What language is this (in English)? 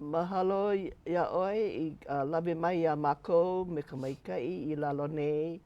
Hawaiian